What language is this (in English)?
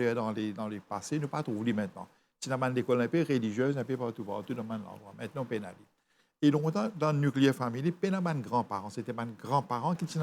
Morisyen